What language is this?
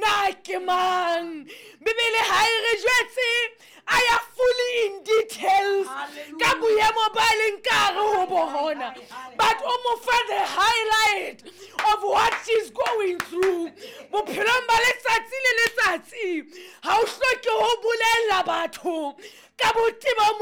Southern Sotho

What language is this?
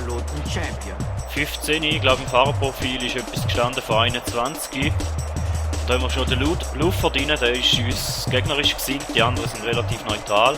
Swiss German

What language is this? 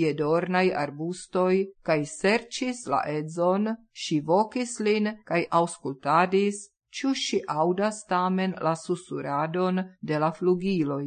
Esperanto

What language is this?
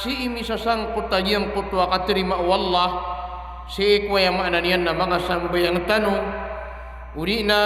Maranao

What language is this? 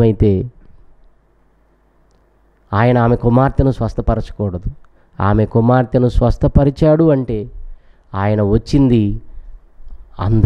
Telugu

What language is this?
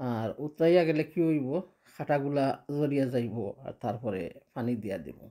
Sylheti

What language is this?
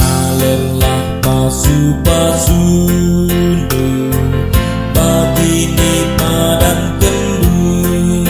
Batak Karo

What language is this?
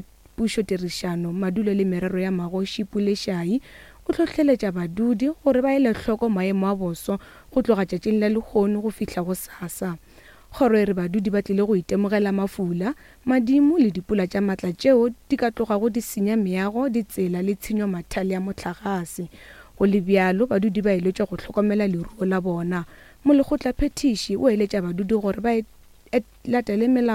Northern Sotho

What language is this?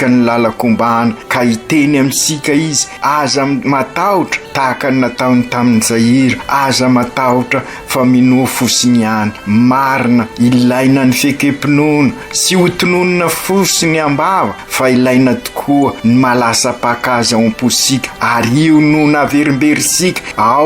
Malagasy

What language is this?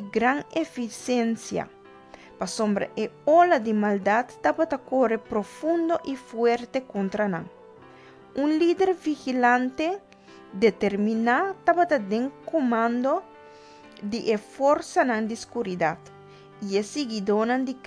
Papiamento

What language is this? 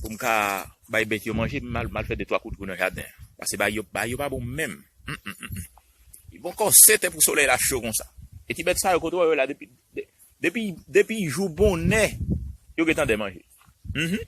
Haitian Creole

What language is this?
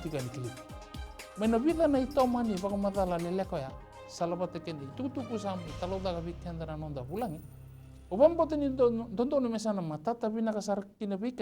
Fijian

